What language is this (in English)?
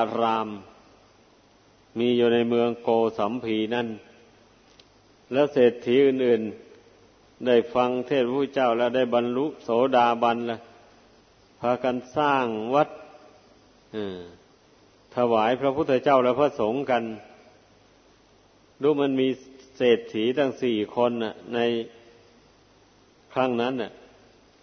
Thai